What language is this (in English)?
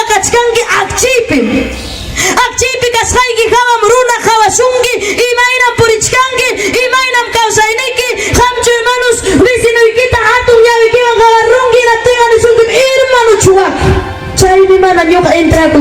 Ayacucho Quechua